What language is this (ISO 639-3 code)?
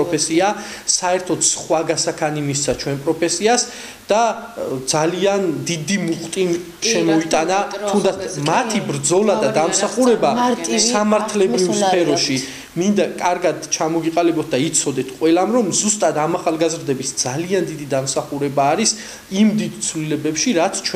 kat